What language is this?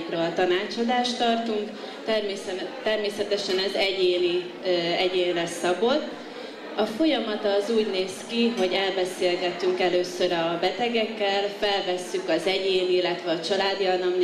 Hungarian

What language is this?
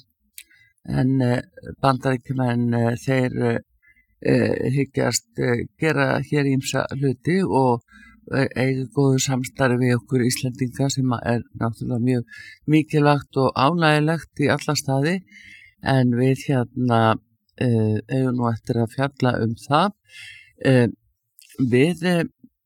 Icelandic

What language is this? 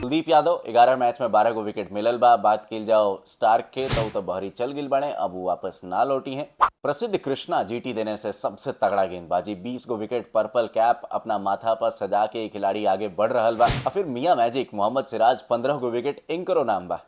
Bhojpuri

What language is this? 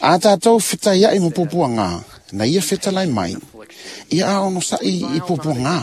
Samoan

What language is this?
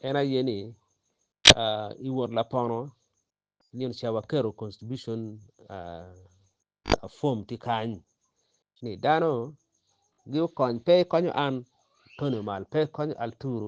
Acoli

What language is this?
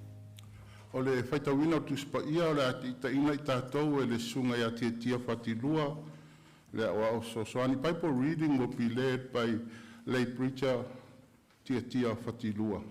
Samoan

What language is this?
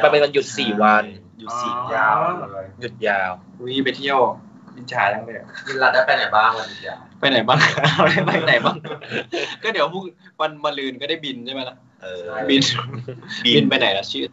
Thai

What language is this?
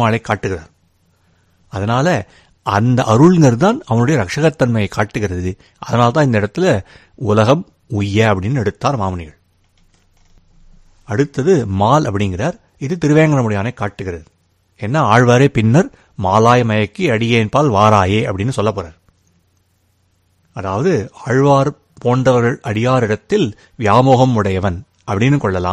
Tamil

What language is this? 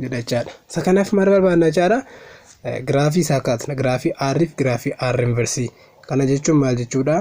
Oromo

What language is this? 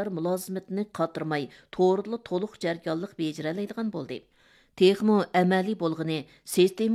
Uyghur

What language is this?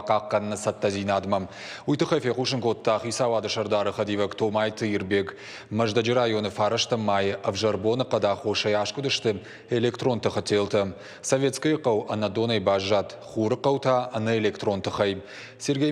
Ossetic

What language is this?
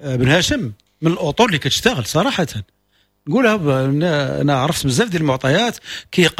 Moroccan Arabic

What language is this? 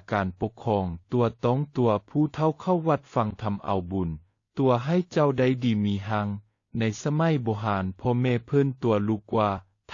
Lao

